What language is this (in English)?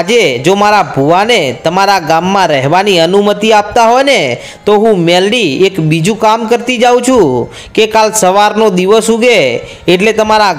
Gujarati